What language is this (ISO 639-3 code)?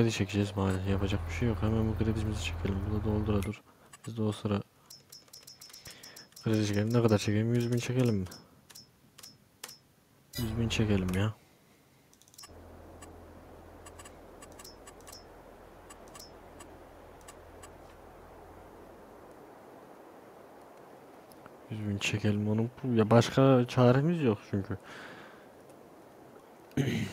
tur